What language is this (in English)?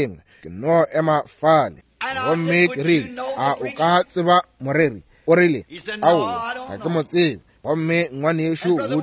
Northern Sotho